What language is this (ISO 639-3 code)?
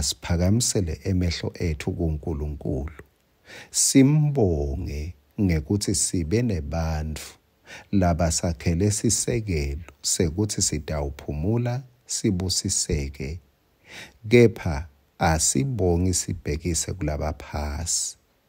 ssw